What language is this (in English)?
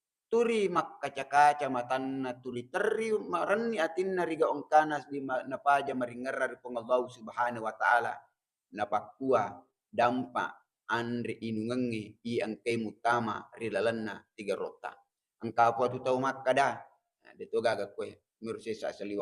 Buginese